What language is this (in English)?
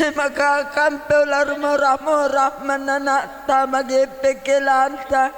Batak Karo